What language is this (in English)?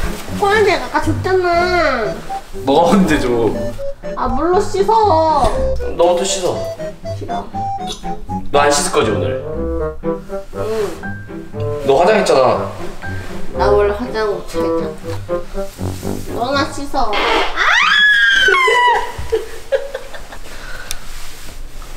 Korean